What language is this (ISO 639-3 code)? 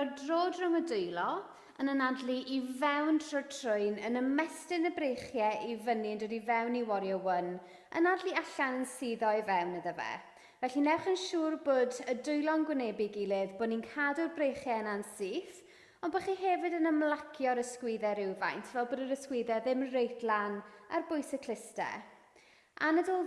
cym